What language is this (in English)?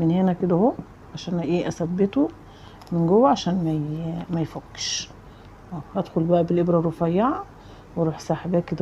Egyptian Arabic